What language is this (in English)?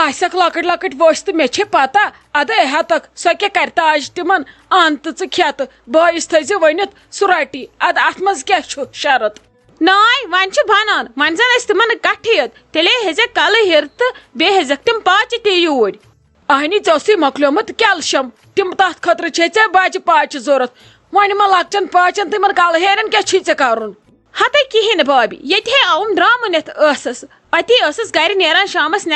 Kashmiri